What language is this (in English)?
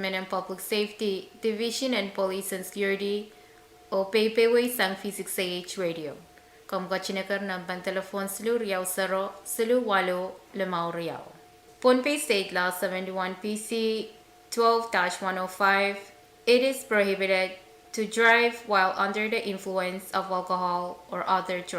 Pohnpeian